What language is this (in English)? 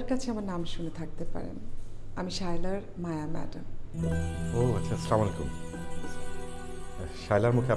Bangla